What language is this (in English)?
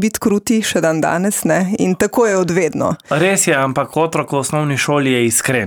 Slovenian